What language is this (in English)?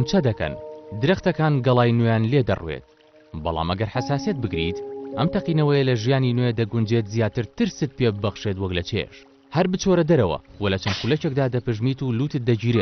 Central Kurdish